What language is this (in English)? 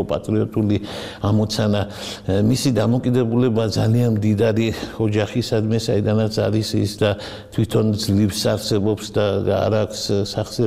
Georgian